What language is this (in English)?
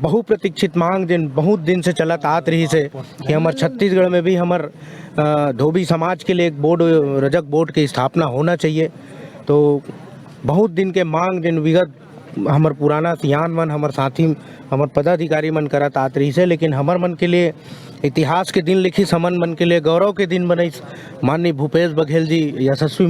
Chhattisgarhi